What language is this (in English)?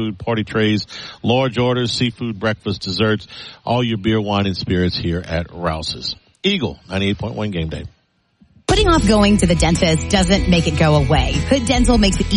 English